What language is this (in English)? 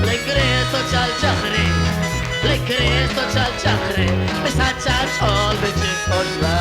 Kekchí